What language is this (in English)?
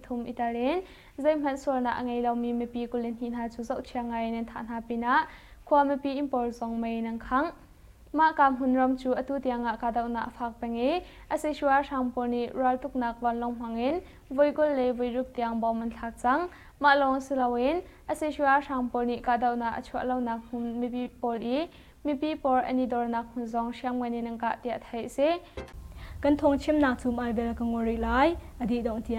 Hakha Chin